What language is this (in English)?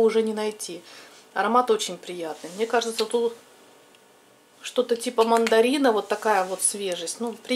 Russian